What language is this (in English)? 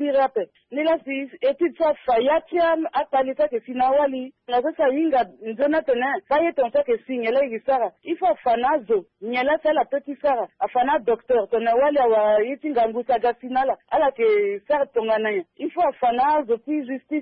Sango